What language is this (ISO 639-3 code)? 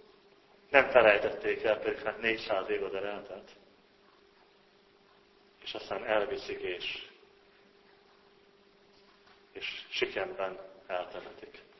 hun